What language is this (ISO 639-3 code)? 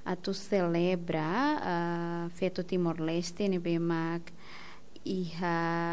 tet